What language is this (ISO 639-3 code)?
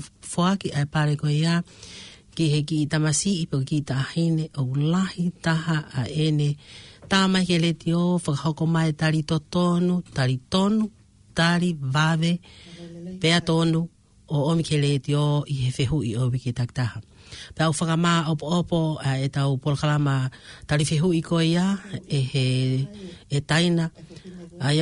ton